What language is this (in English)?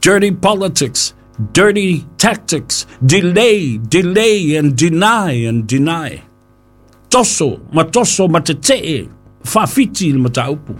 Samoan